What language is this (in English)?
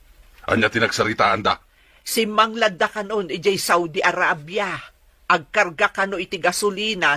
Iloko